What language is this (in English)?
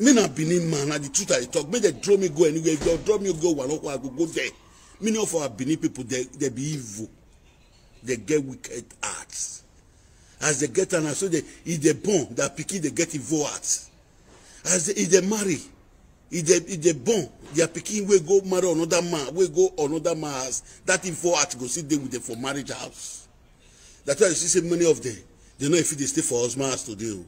Nigerian Pidgin